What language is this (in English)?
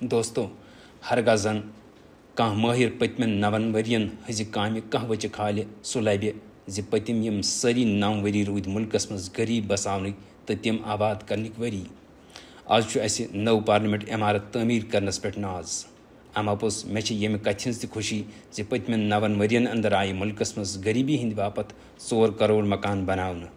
Kashmiri